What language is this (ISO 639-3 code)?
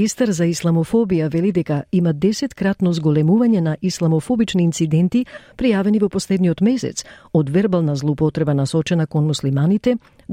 mkd